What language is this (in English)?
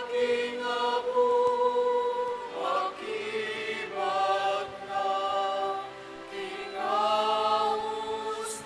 Pampanga